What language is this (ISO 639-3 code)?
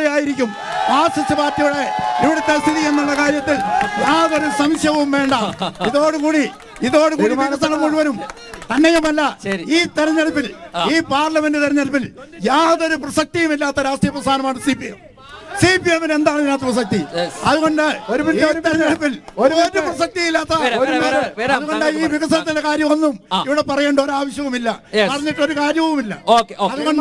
mal